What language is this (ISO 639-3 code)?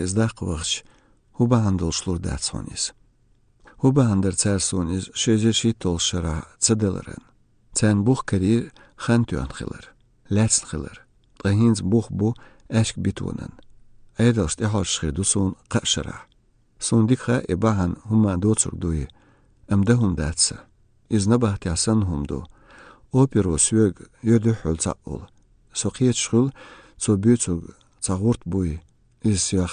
che